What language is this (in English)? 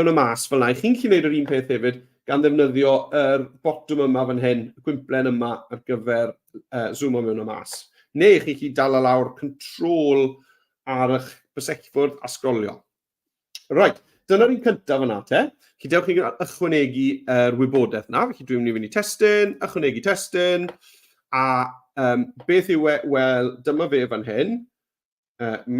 Welsh